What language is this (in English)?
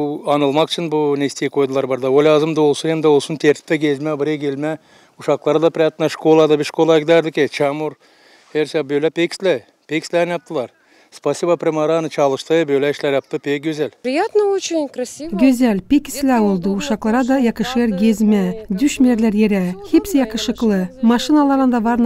Gagauz